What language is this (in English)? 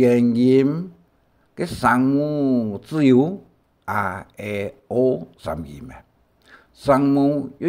Hakka Chinese